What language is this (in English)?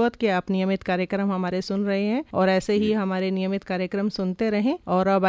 Hindi